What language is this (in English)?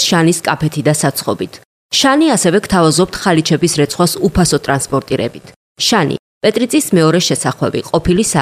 Georgian